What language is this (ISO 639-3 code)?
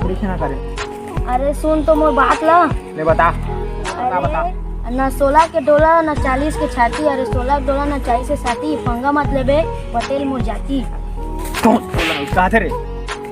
hne